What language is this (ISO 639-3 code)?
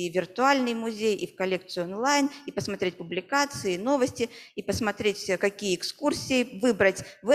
rus